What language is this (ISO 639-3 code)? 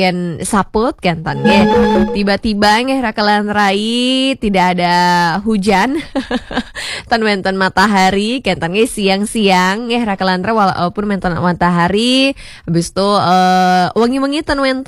ban